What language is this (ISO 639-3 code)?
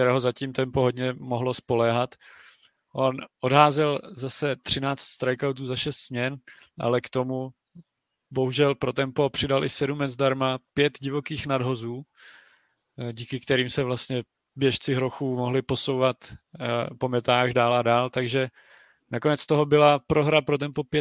ces